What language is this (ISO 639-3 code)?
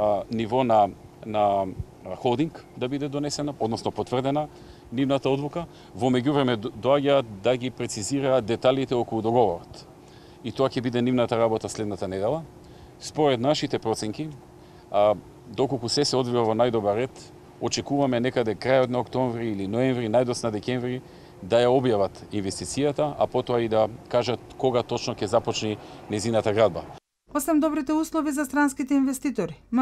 mkd